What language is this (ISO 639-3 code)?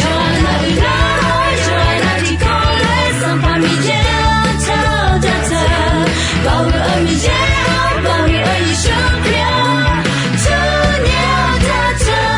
ahk